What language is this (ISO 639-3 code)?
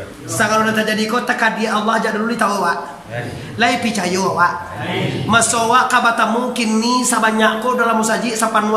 min